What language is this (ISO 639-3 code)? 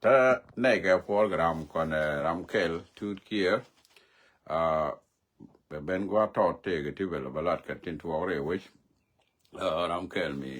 nus